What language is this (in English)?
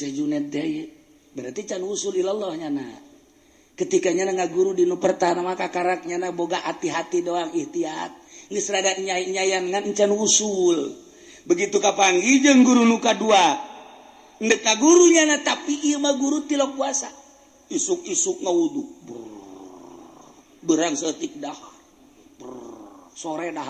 Sundanese